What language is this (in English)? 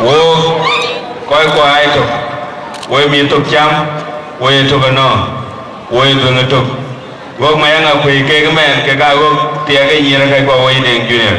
Dinka